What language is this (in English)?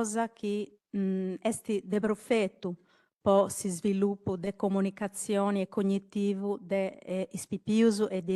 Sardinian